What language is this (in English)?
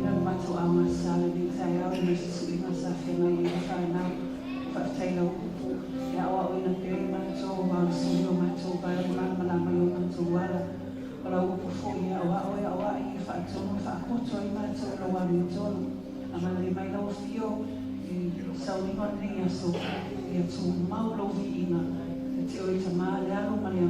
Samoan